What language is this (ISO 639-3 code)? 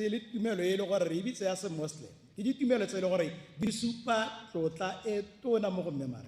tsn